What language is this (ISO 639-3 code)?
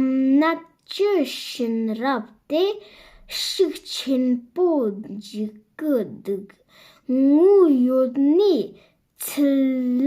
bod